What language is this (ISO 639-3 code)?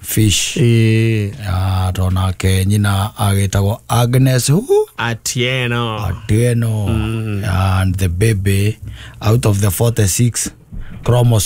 kik